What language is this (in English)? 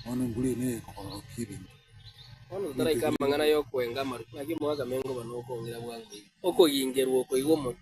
Gusii